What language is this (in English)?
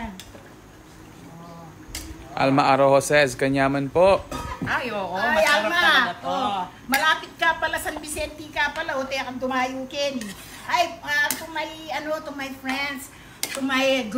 Filipino